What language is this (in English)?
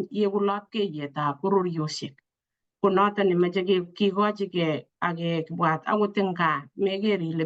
Kalenjin